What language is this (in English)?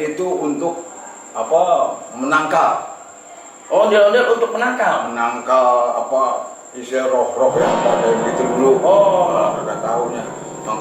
Betawi